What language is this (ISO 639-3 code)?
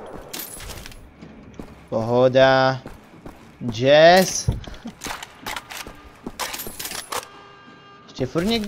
ces